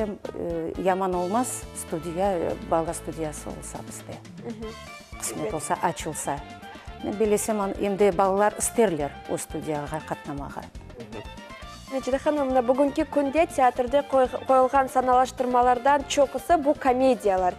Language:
Crimean Tatar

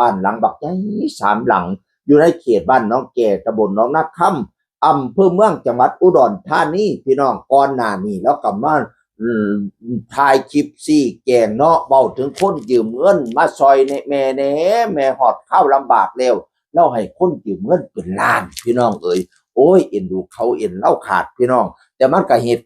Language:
Northeastern Thai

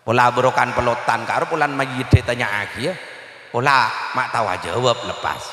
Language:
Madurese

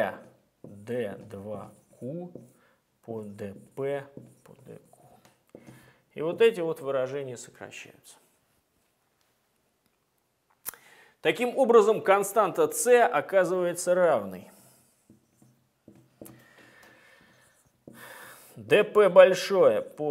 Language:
Russian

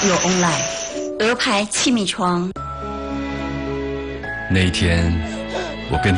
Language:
Chinese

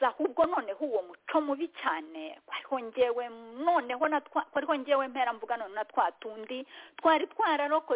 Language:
Kinyarwanda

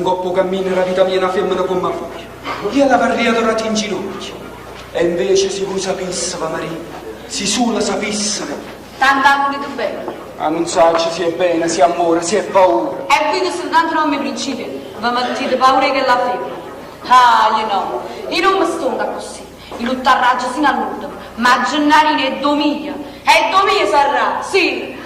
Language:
Neapolitan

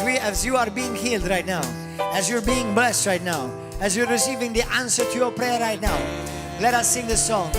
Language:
English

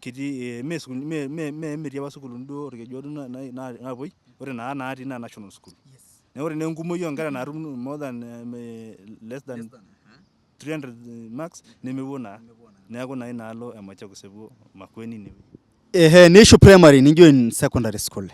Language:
Masai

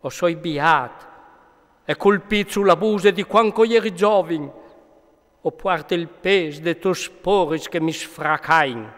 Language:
Friulian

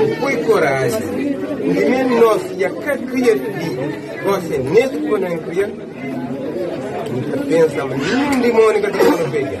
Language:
Kabuverdianu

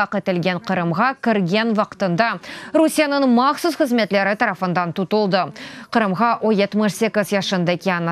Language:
Crimean Tatar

